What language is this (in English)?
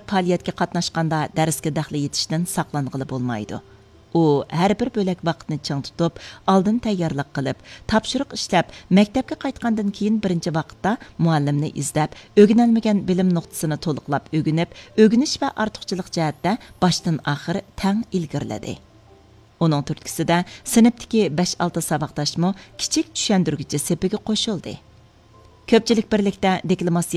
Uyghur